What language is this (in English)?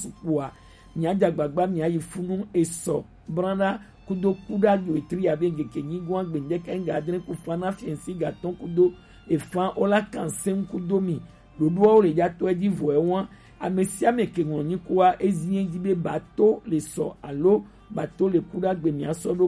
Gen